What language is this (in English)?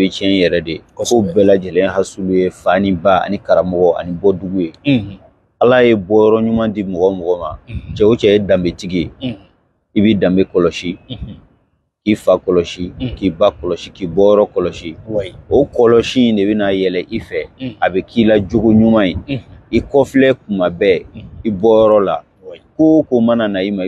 Bambara